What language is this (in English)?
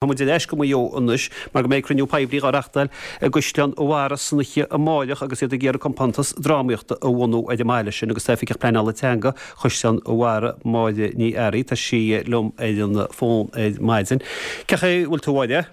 Irish